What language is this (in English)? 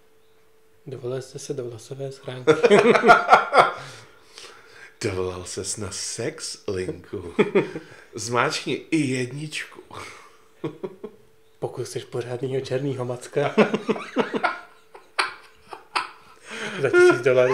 Czech